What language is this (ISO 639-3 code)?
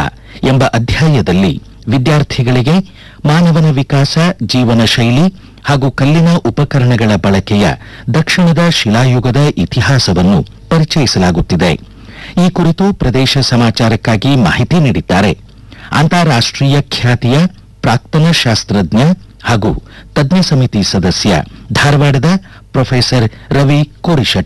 kan